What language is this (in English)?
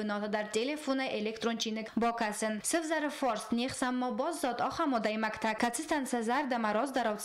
Ossetic